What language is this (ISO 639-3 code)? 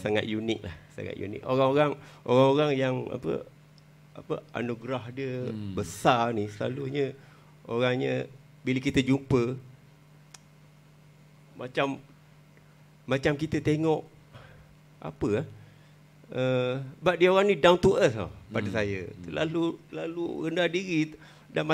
msa